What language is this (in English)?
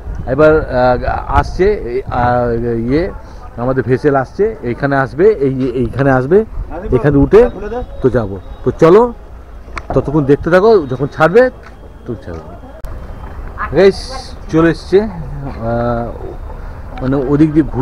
Bangla